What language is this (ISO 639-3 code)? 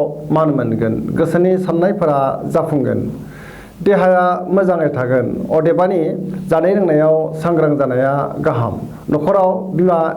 brx